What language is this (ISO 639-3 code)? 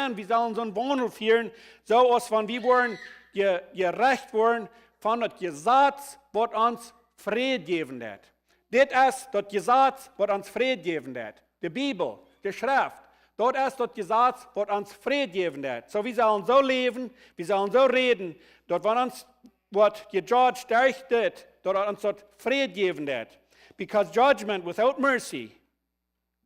pdt